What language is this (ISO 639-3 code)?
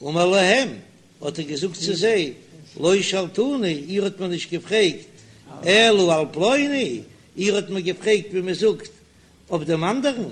yid